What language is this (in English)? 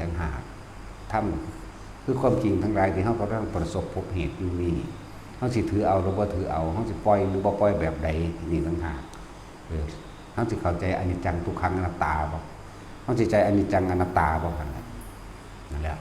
Northeastern Thai